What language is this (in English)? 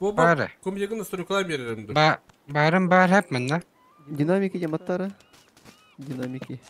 Yakut